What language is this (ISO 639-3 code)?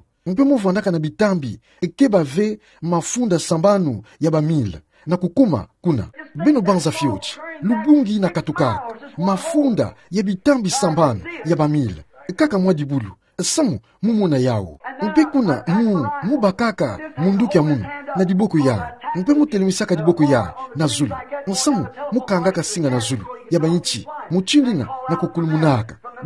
ktu